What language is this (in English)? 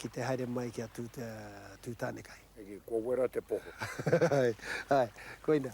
Māori